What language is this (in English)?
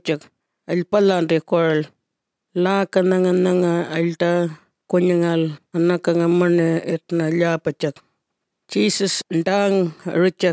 Azerbaijani